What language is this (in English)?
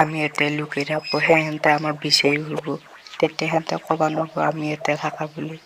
Assamese